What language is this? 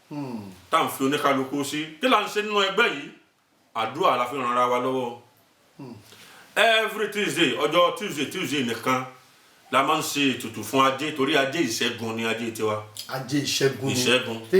Yoruba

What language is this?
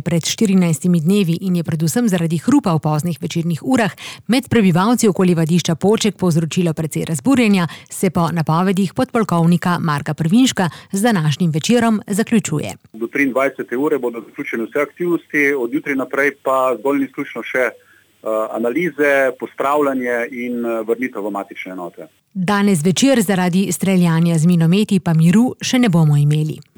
Slovenian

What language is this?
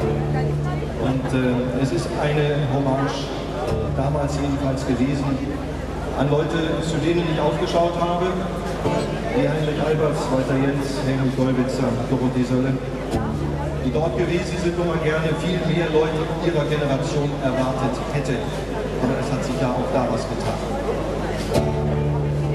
German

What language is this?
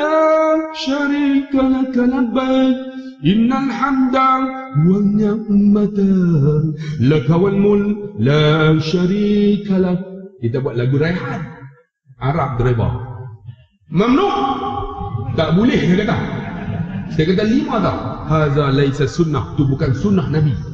Malay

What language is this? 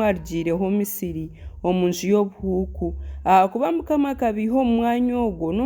Nyankole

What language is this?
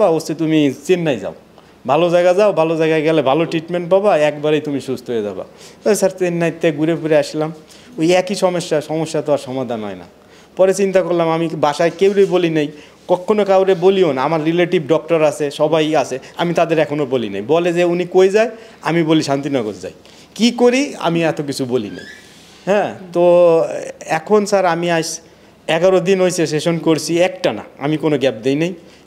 Bangla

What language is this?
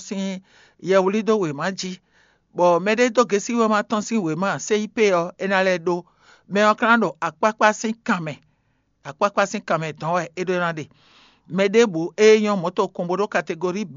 Fon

